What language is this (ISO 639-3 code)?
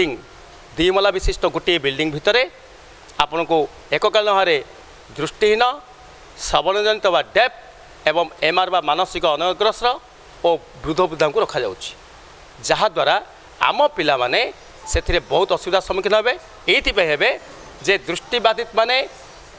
ori